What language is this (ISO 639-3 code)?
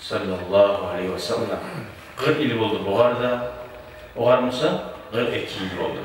kum